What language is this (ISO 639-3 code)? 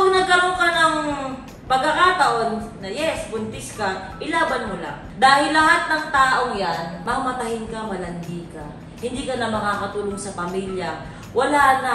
fil